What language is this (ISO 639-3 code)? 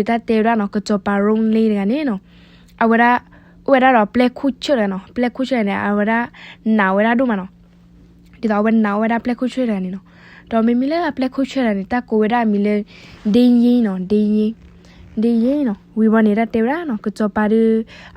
ksw